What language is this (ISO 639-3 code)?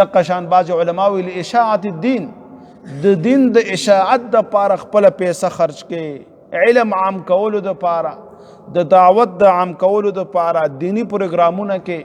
pus